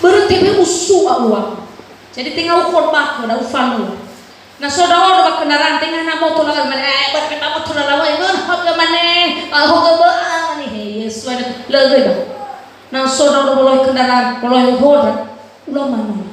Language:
Nias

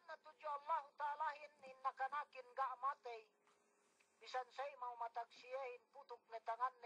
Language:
Yakan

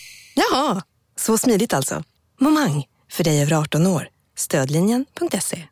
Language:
Swedish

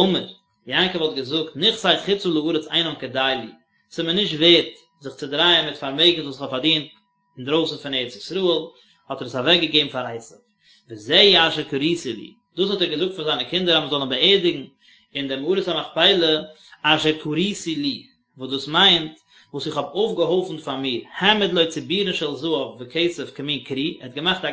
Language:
Yiddish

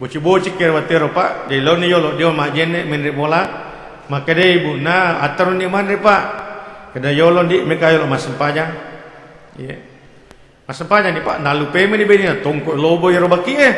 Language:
Buginese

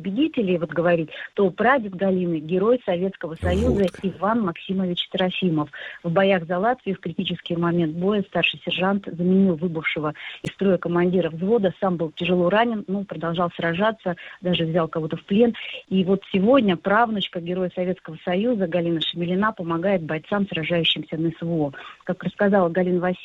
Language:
Russian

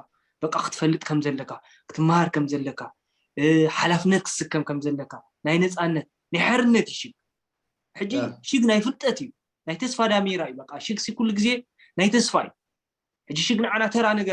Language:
Tigrinya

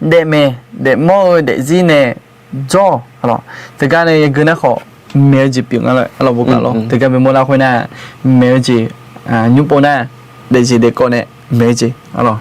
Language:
Akha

